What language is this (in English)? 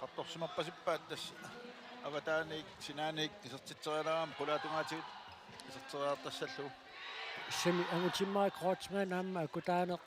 Kalaallisut